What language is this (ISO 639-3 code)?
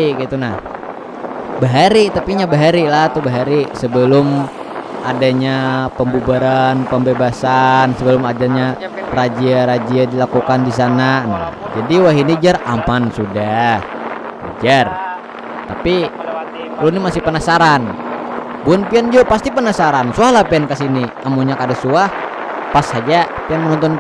bjn